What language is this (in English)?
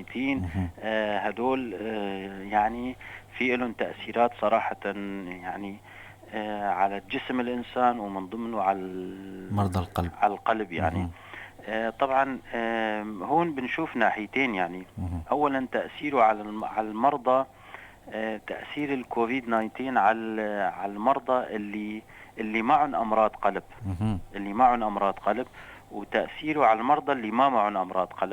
North Levantine Arabic